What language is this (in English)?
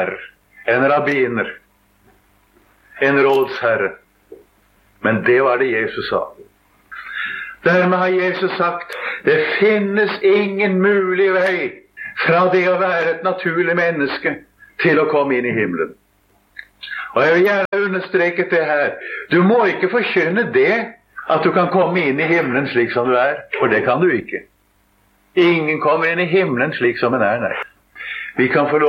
Norwegian